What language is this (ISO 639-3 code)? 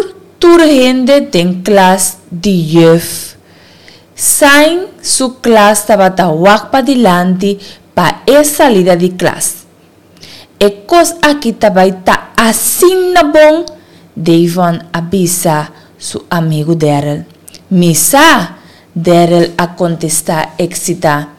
pap